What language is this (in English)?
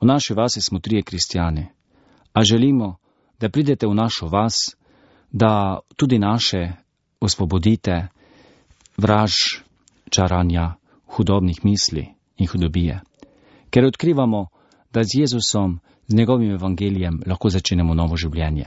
Slovenian